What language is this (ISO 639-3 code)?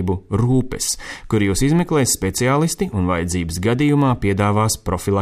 lav